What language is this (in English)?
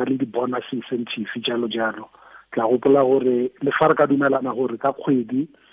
Tswana